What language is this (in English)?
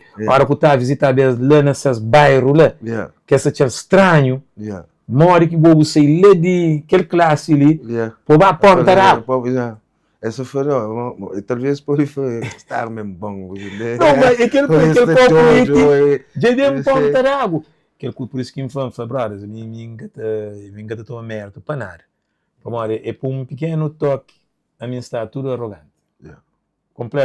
Kabuverdianu